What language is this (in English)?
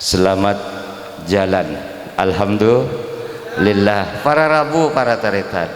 Madurese